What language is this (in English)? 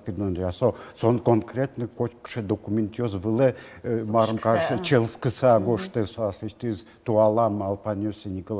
Udmurt